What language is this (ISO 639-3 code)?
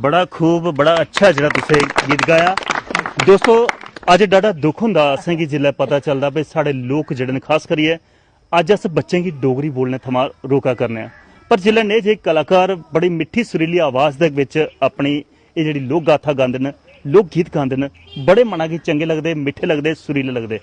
doi